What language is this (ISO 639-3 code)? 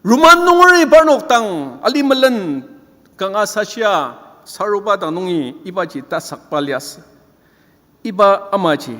njo